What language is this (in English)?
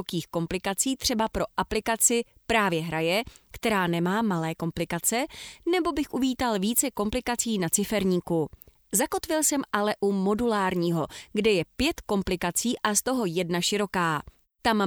Czech